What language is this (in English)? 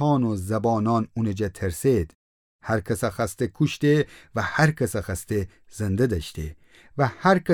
Gilaki